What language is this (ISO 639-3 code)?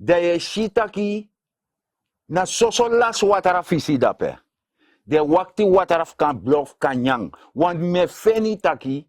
srn